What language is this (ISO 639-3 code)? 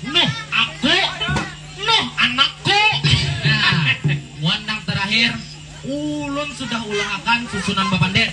bjn